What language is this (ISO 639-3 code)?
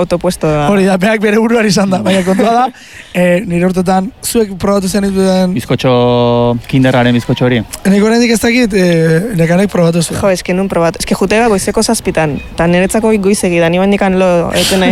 eus